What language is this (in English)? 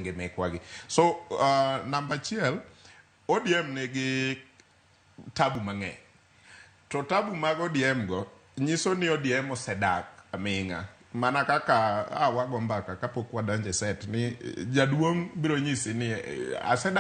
Luo (Kenya and Tanzania)